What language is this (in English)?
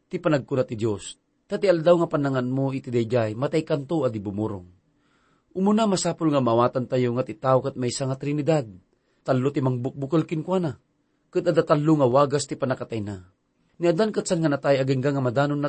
Iloko